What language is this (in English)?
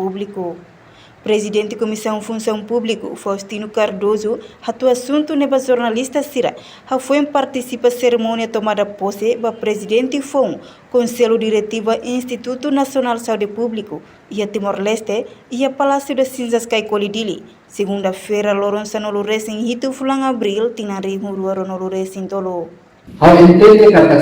Tetum